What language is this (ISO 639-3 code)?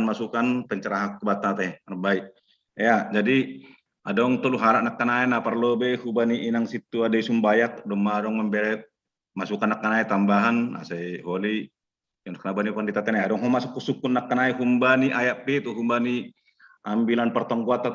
bts